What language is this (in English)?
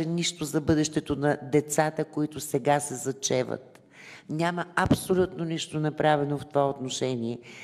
Bulgarian